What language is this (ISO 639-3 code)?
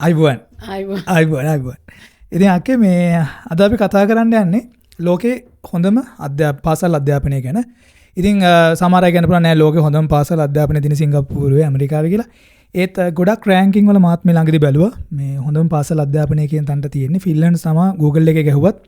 sin